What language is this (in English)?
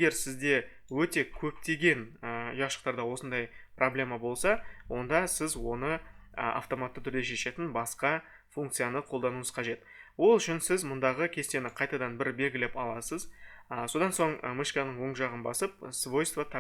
Kazakh